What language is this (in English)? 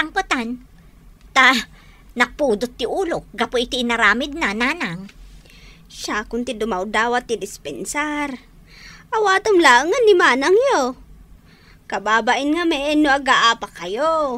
Iloko